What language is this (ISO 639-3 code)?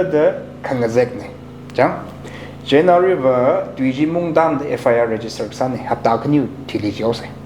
nmf